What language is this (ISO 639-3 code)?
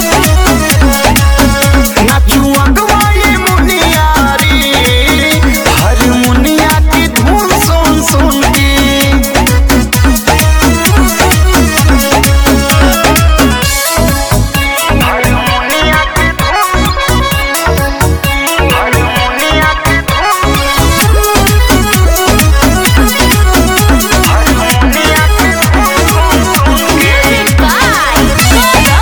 bho